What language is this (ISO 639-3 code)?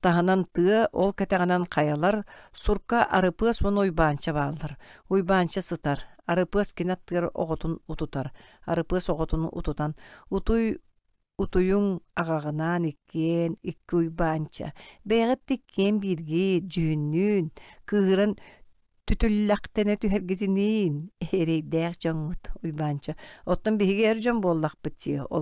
sah